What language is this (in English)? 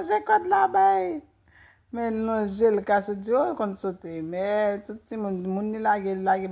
Haitian Creole